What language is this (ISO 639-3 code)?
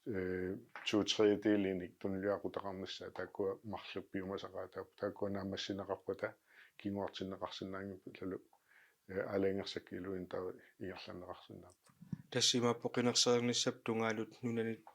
kal